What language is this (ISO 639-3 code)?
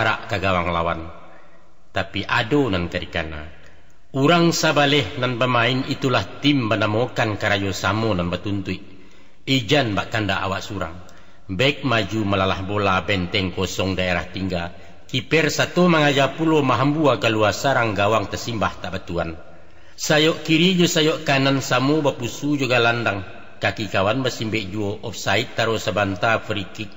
min